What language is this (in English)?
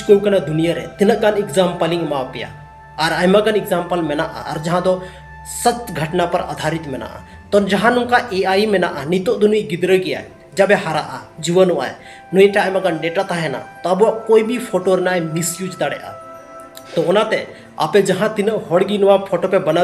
Santali